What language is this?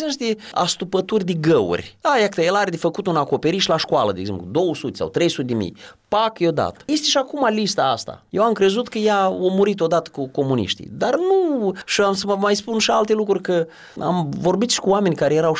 Romanian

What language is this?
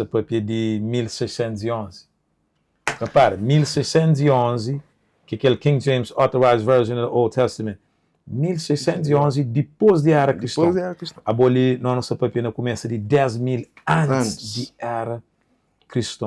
Kabuverdianu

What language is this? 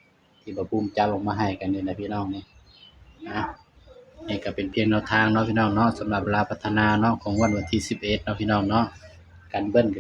Northeastern Thai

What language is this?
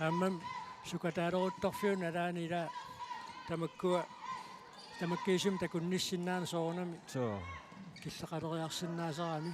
Kalaallisut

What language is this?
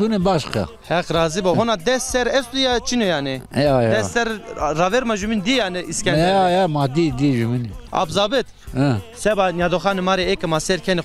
Zaza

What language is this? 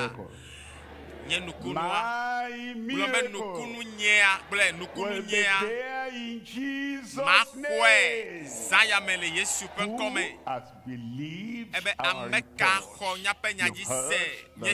Ewe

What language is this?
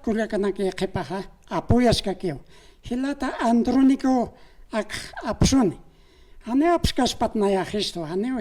Aymara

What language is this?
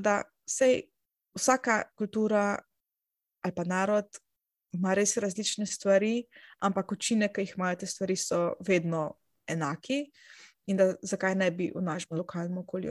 Slovenian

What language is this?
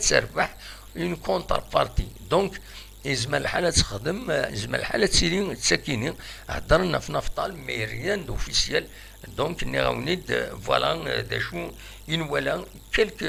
Kabyle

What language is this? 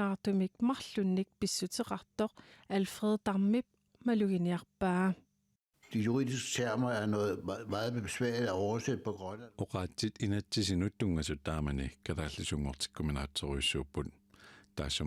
Kalaallisut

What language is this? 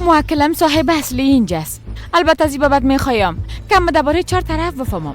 Persian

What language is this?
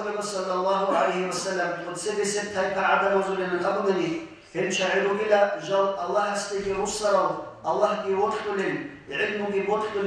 Avaric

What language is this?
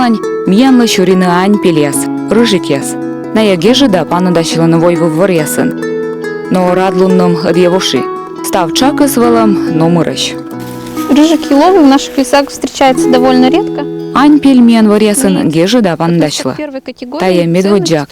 Komi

